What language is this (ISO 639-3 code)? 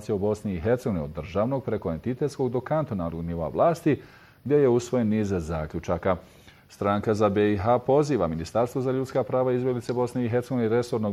bos